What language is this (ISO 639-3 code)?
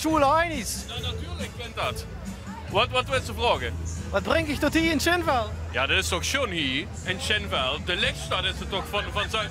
lim